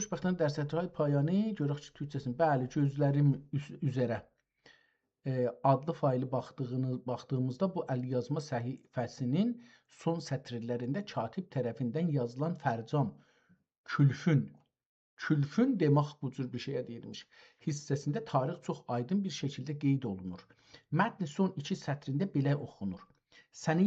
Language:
South Azerbaijani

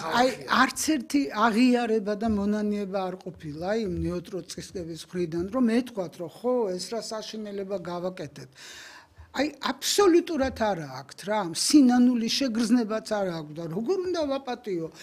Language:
Georgian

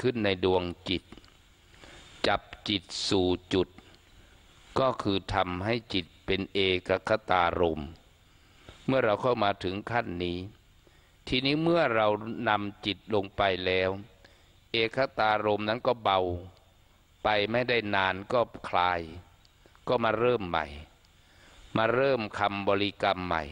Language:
Thai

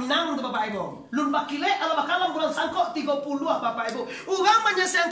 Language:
Minangkabau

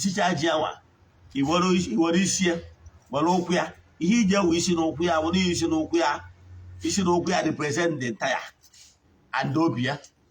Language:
Igbo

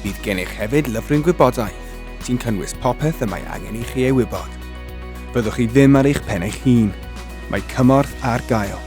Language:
Welsh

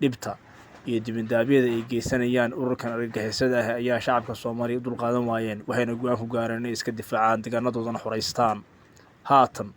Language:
Somali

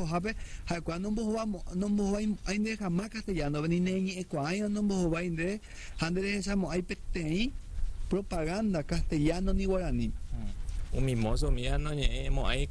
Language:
Guarani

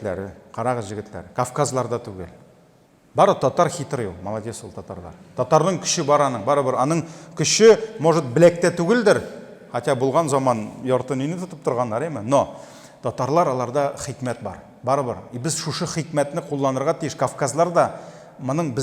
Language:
Tatar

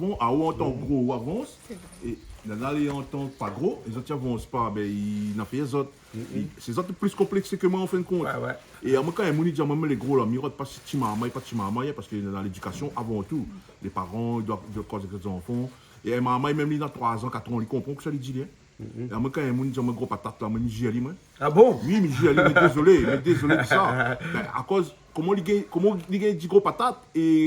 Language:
Réunion Creole French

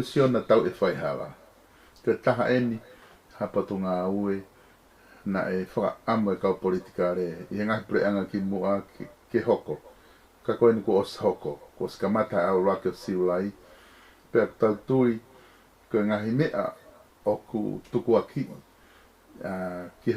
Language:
Tongan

